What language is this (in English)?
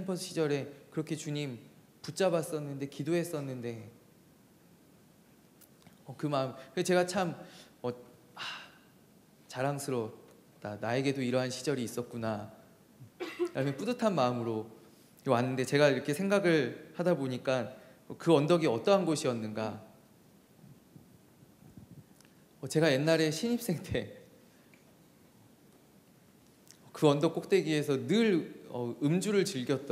Korean